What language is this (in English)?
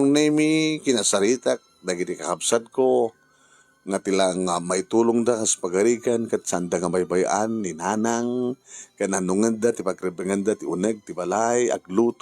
Iloko